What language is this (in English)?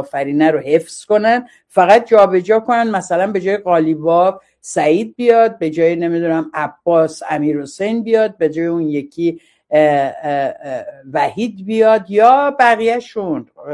Persian